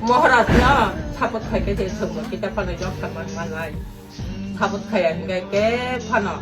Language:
Kok Borok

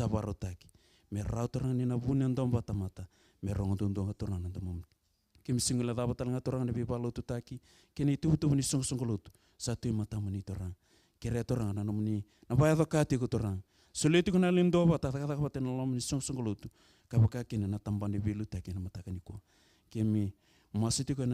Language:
Fijian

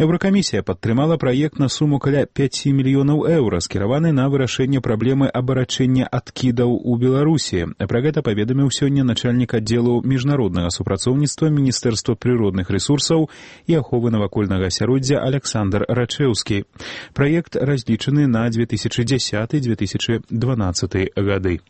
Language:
Belarusian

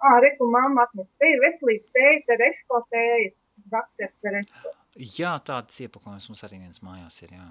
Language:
Latvian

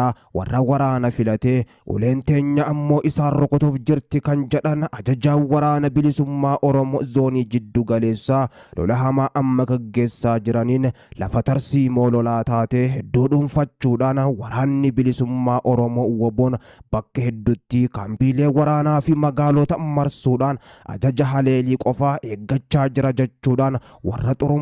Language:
Oromo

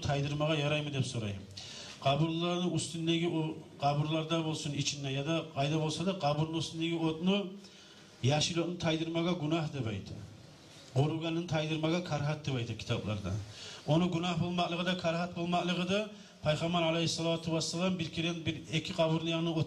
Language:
Kumyk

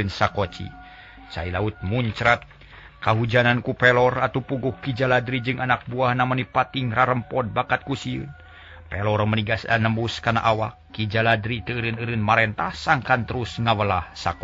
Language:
Sundanese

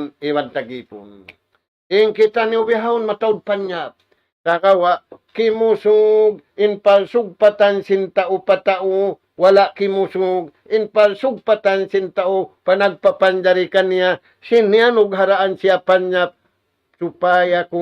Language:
Tausug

